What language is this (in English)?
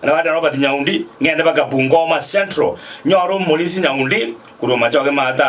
Gusii